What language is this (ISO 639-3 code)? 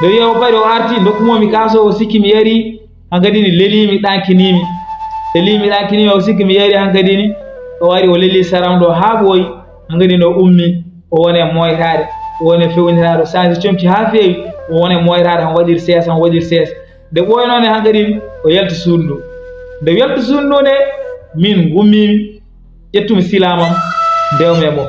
ful